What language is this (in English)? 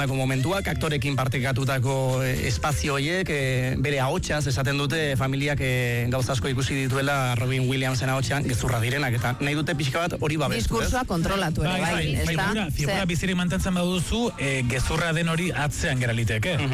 Basque